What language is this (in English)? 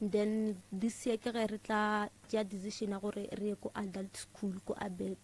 Northern Sotho